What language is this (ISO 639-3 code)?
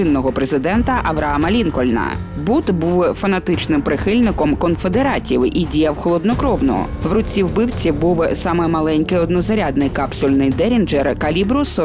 ukr